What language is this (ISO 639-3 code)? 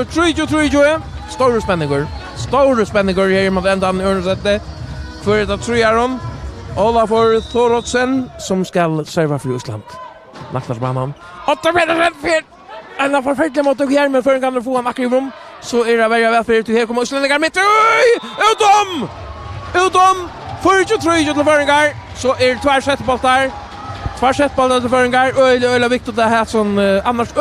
fao